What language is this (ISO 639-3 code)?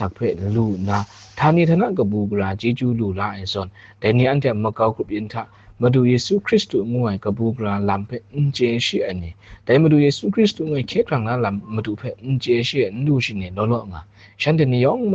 kac